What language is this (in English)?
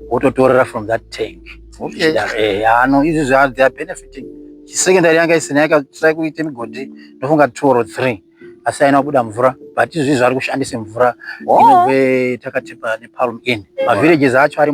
Shona